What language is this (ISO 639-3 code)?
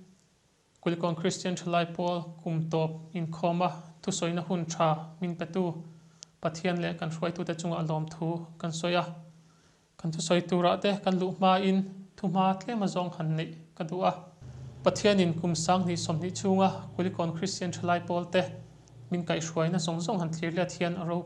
lus